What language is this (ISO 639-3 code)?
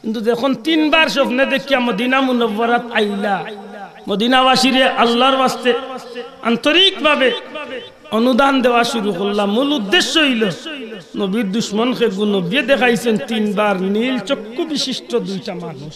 syl